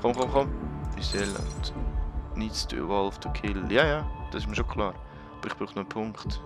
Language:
Swiss German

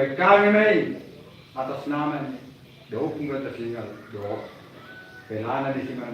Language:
Batak Toba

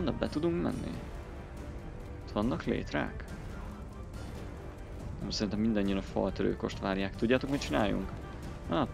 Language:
Hungarian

